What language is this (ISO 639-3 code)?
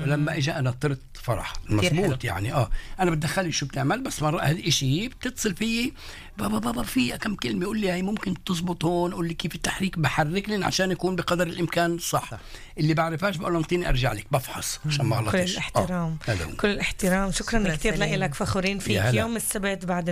apc